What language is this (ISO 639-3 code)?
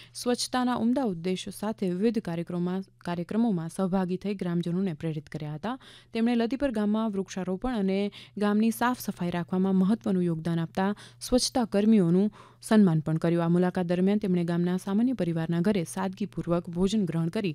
guj